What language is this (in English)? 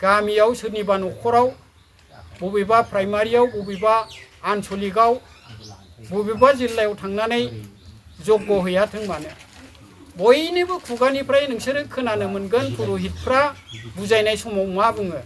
Bodo